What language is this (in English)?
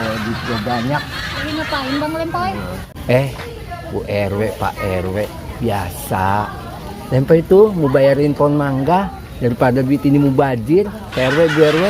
Betawi